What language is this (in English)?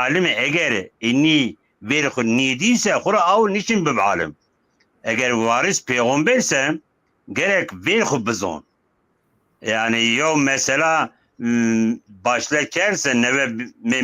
Zaza